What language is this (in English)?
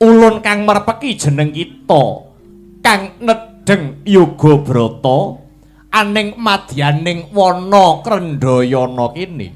Javanese